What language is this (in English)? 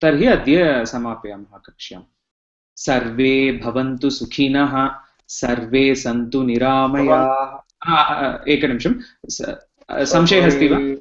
Sanskrit